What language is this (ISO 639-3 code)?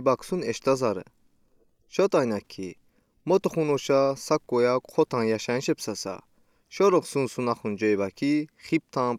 udi